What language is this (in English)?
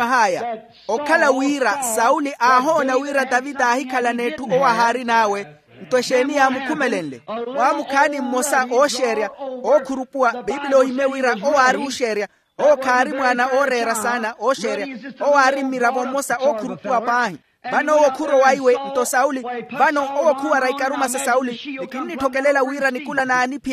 Makhuwa